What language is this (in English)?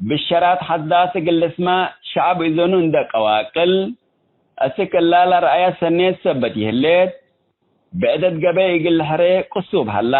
Tigre